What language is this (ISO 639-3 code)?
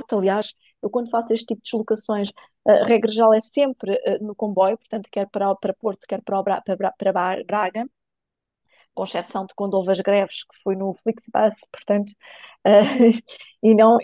por